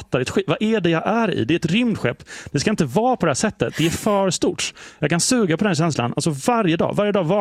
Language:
Swedish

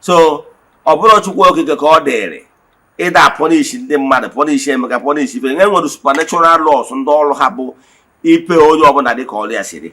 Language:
Igbo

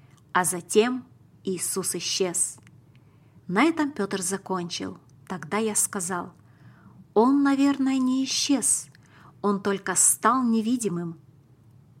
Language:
Russian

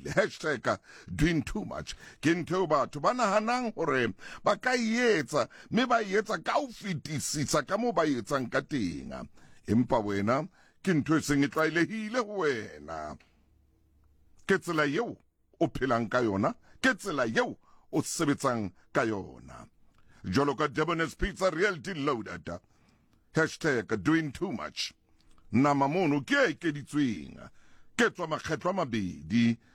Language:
Southern Sotho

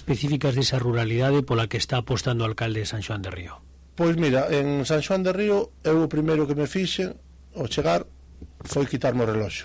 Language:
Galician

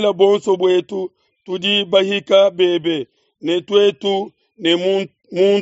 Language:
Luba-Lulua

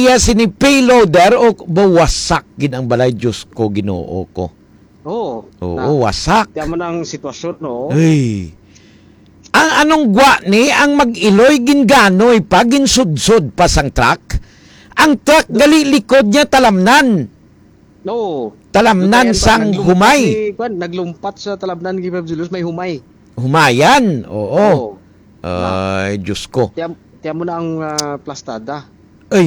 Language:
Hiligaynon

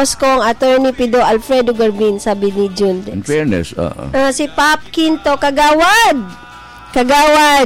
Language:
Filipino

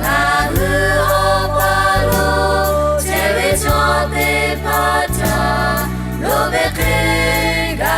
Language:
Lahu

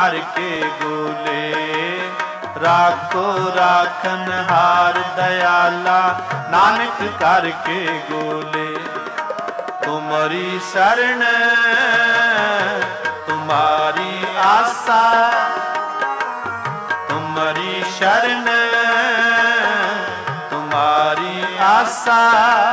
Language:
Punjabi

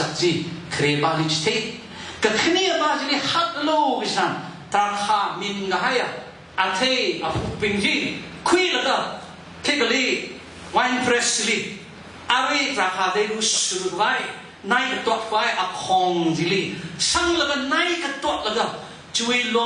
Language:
Tangkhul Naga (India)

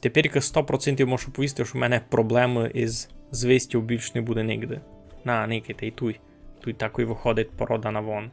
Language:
Rusyn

